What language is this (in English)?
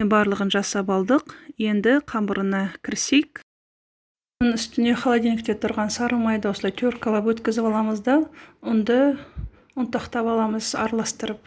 Kazakh